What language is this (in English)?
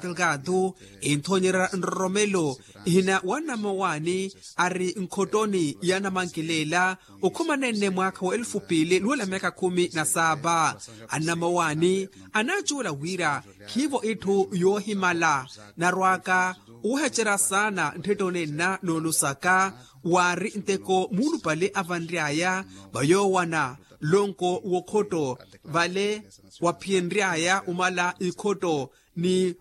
Makhuwa